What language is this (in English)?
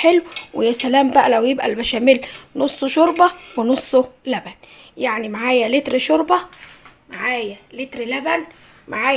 Egyptian Arabic